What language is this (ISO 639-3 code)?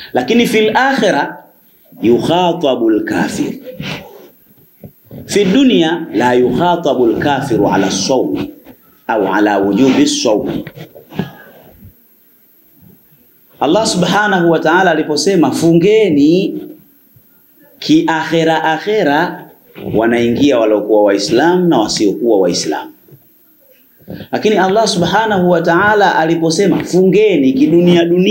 swa